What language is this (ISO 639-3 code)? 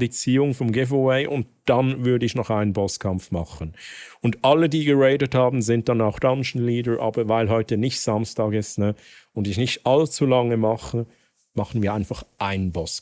gsw